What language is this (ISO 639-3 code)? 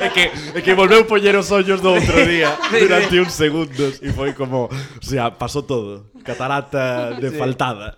glg